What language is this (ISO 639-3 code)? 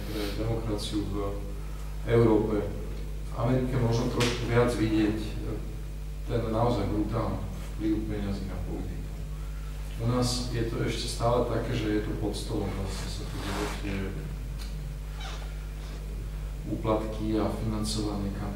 slk